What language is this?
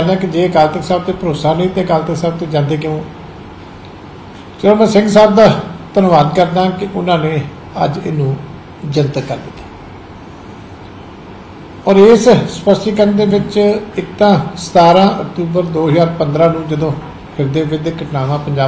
Punjabi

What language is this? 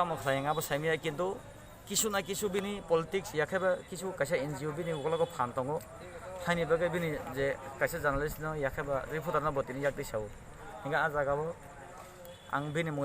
Kok Borok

